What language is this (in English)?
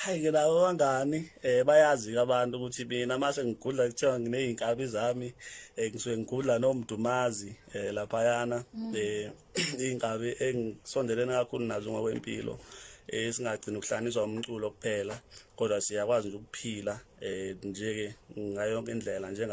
Zulu